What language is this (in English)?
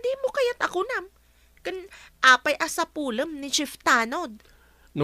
Iloko